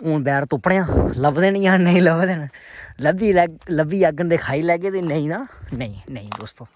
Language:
Dogri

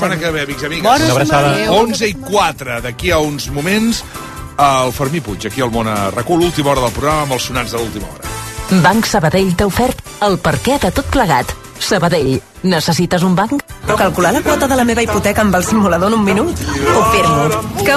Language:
Catalan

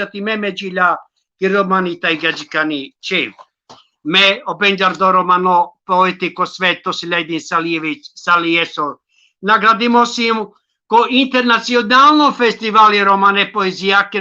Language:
Balkan Romani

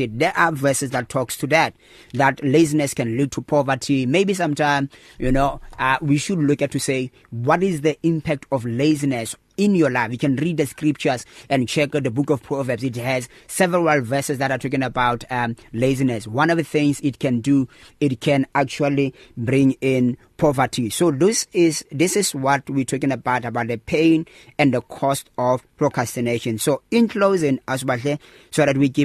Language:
English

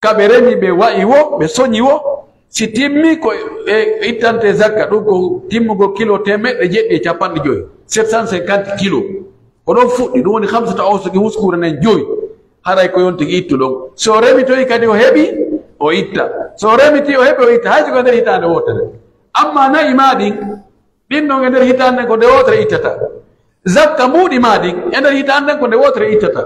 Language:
Pular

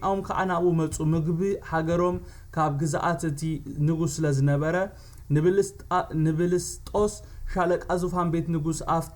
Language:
Tigrinya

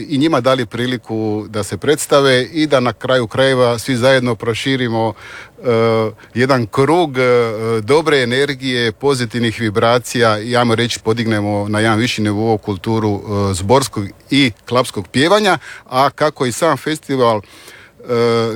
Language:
Croatian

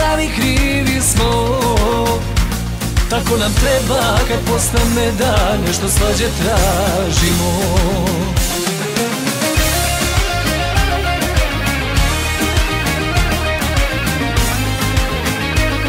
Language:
Serbian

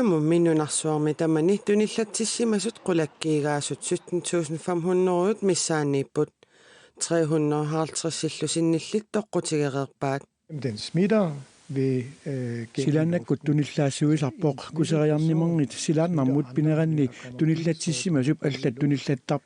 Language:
Kalaallisut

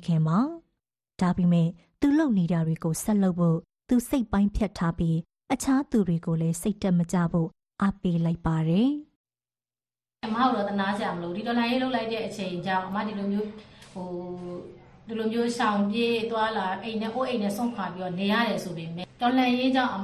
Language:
Burmese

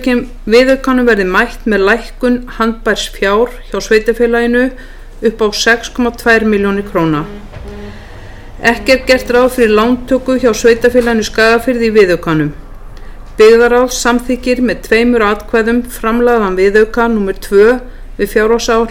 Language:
Icelandic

